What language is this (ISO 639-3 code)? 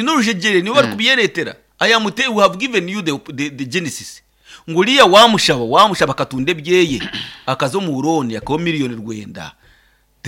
nyn